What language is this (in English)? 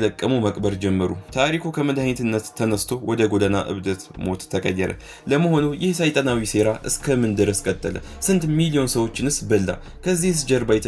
Amharic